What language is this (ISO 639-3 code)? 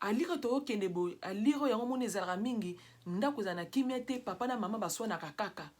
lin